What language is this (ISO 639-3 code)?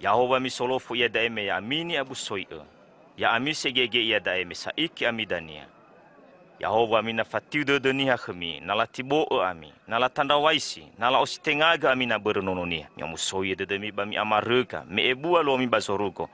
nia